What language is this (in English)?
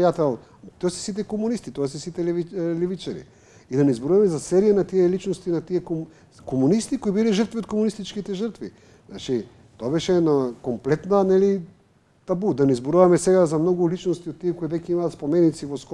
Macedonian